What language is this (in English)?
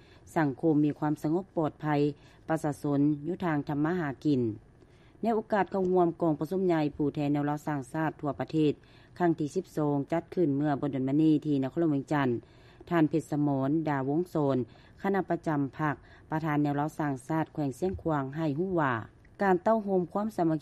Lao